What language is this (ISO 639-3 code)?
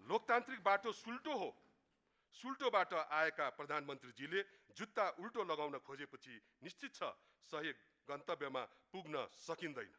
nep